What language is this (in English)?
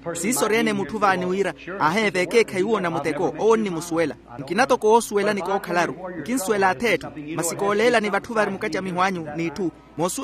Makhuwa